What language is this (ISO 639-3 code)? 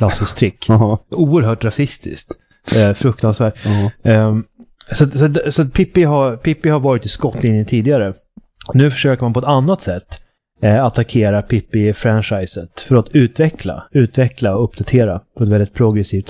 swe